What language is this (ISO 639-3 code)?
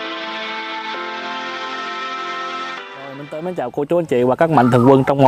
vie